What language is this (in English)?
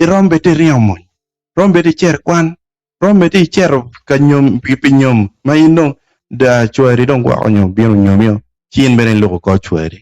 Acoli